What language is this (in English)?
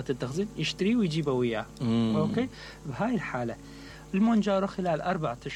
Mesopotamian Arabic